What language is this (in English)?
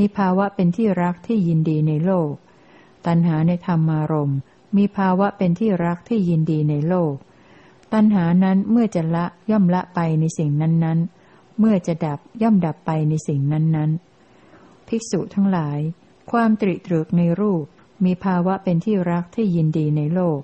Thai